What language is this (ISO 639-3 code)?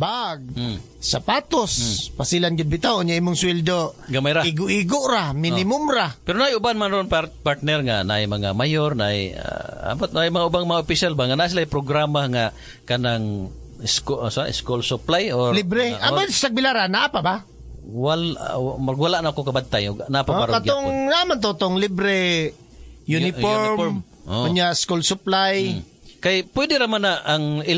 ceb